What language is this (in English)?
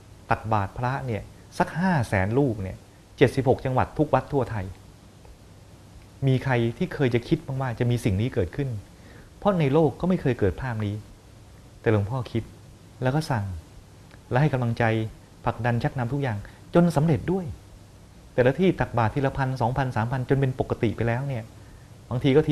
Thai